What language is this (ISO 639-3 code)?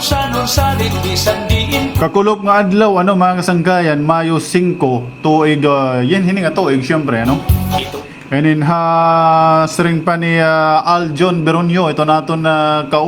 war